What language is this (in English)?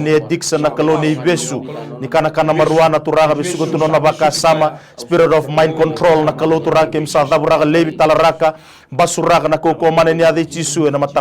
Fijian